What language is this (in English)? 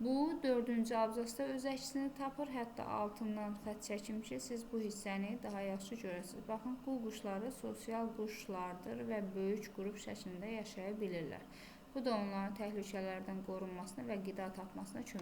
Azerbaijani